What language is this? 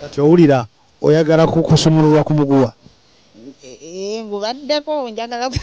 Ganda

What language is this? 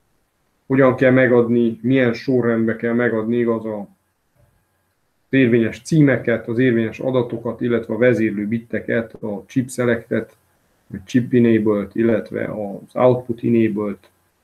Hungarian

